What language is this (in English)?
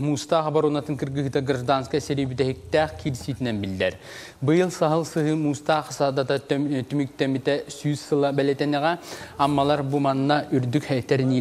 Yakut